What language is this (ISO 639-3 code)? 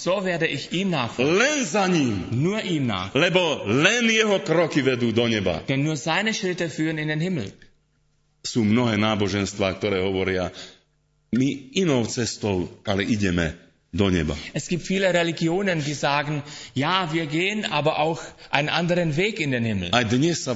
slk